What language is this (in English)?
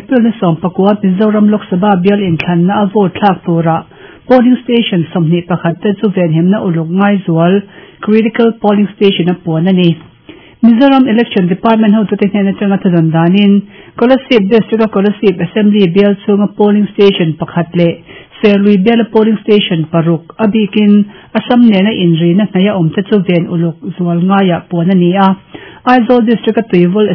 Mizo